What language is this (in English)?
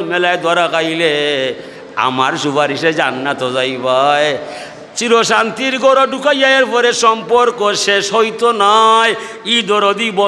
Sylheti